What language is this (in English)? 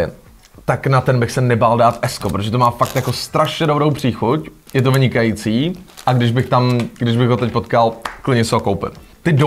Czech